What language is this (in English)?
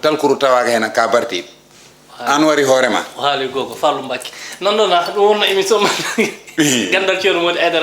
Fula